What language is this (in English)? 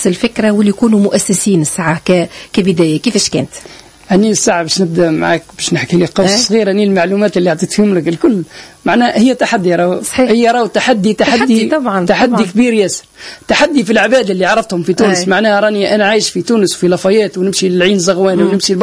Tunisian Arabic